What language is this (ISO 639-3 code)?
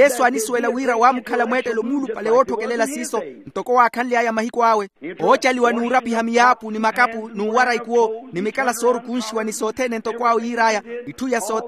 vmw